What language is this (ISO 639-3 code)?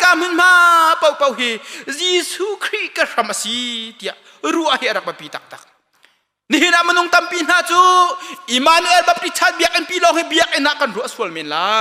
cnh